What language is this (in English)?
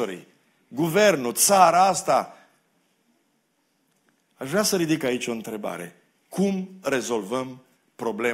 Romanian